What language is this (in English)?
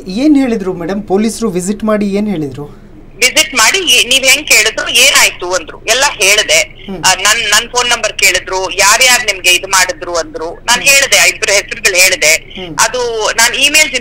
Kannada